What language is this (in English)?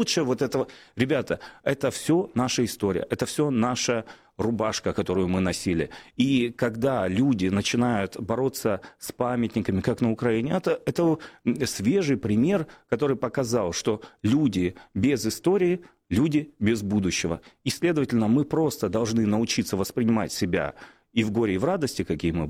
Russian